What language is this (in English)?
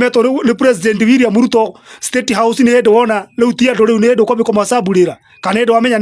Kikuyu